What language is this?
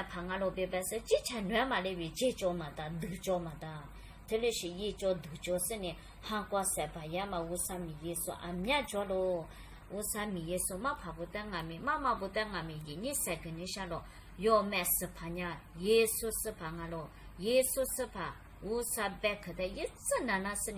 Lisu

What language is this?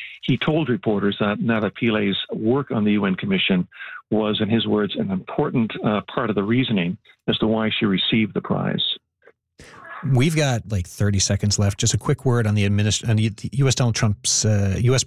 English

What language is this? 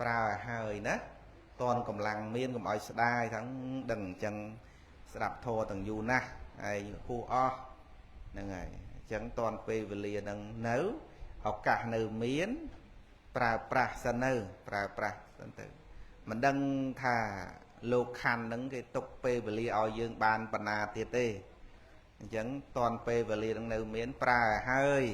Khmer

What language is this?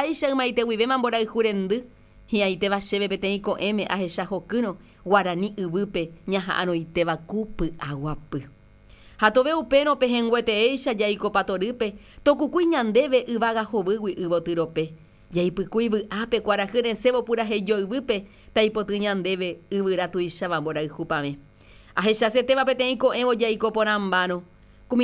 Guarani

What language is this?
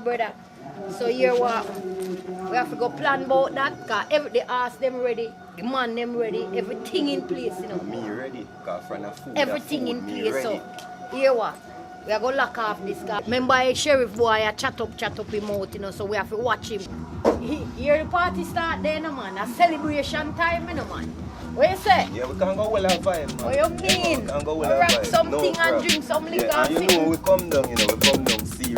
Jamaican Creole English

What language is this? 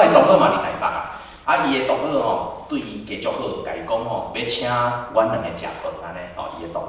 Min Nan Chinese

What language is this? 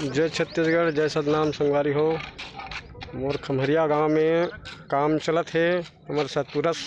Chhattisgarhi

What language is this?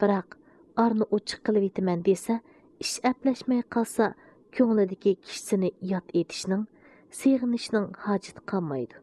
Uyghur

